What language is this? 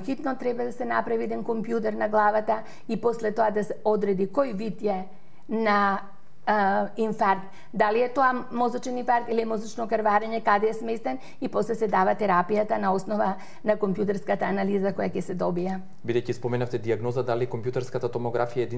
Macedonian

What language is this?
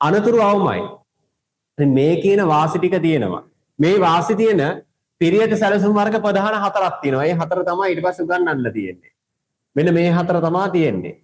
Sinhala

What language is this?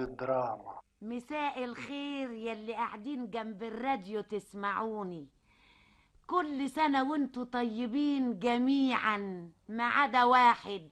Egyptian Arabic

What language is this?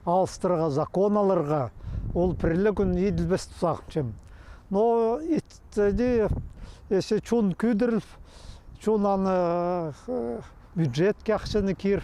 Khakas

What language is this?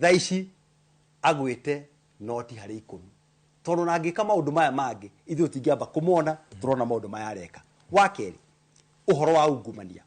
Kikuyu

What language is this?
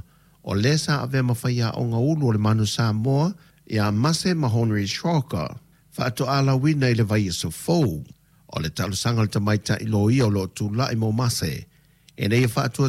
Samoan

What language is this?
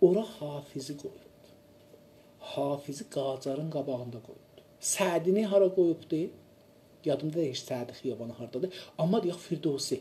South Azerbaijani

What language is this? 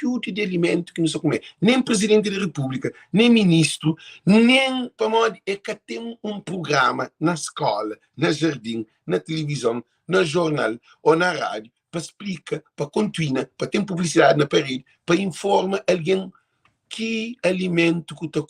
Kabuverdianu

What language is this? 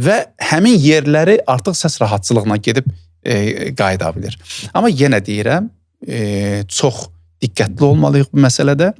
Azerbaijani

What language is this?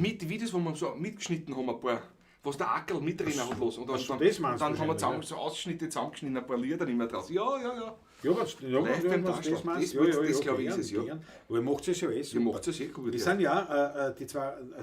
Bavarian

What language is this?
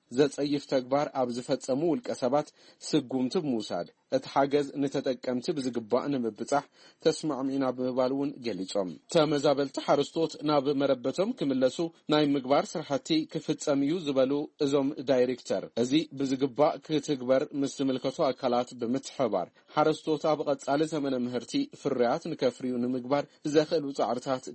Tigrinya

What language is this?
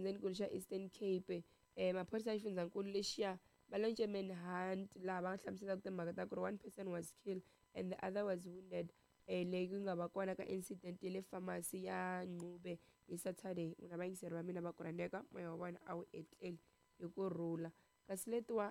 Tsonga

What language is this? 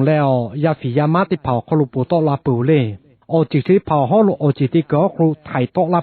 Lahu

